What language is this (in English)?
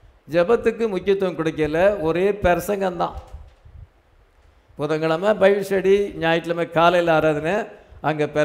Tamil